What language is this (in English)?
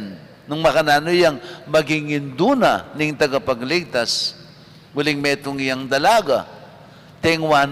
Pampanga